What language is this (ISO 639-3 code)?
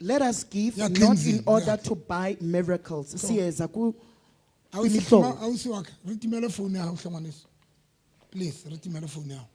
sot